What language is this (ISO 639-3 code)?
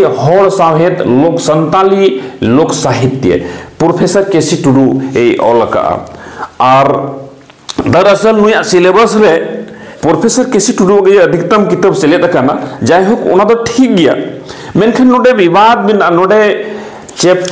sat